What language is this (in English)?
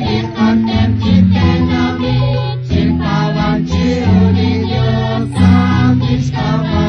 Kekchí